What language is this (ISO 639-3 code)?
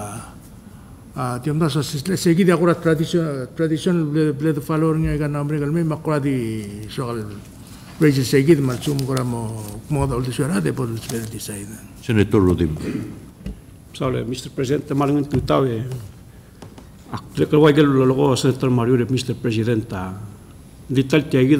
pau